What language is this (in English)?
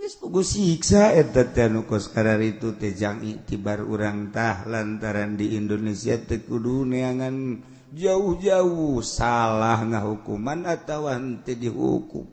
Sundanese